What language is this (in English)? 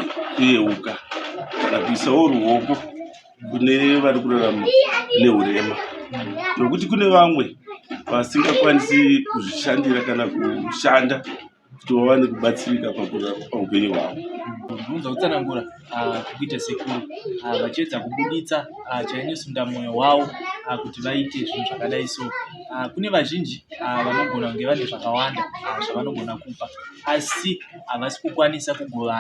Shona